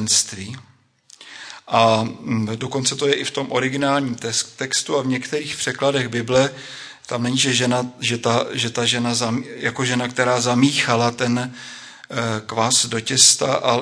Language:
Czech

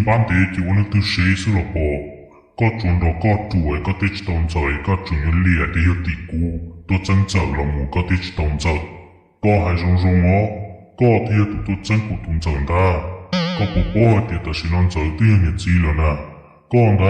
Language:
Hmong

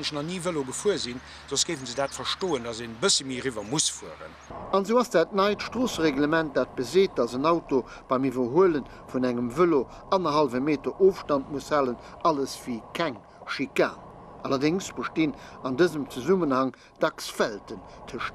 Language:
Luxembourgish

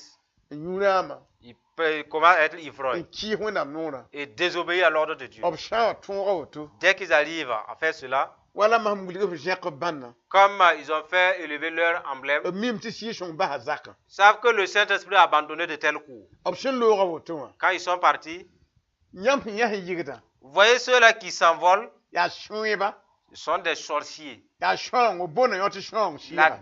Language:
Mossi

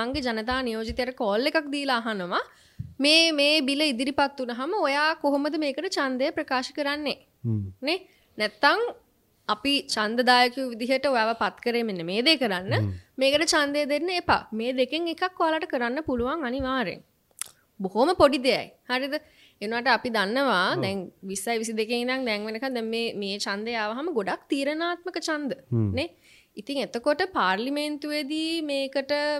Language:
Sinhala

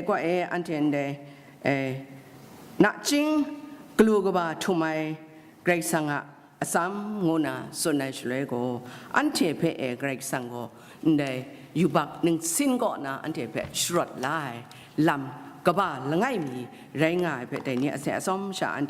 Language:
Kachin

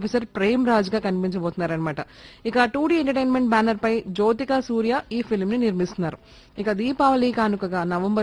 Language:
Telugu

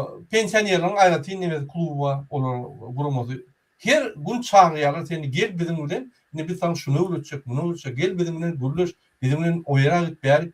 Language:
Turkmen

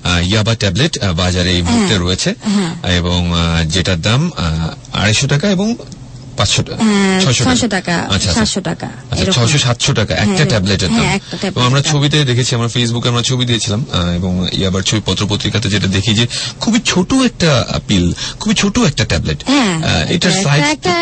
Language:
Bangla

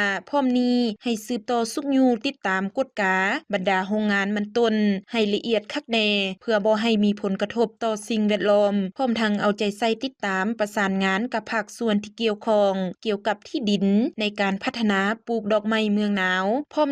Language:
Lao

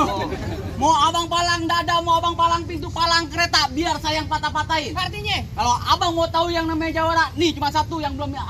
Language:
Betawi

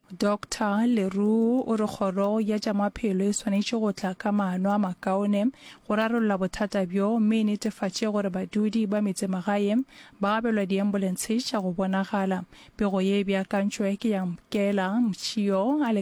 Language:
Northern Sotho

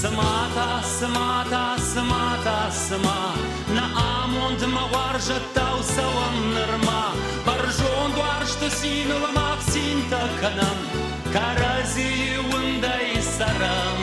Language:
Ossetic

